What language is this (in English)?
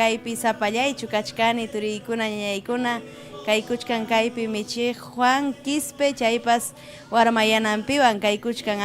Ayacucho Quechua